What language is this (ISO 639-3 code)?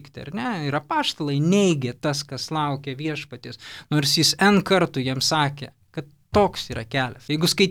lit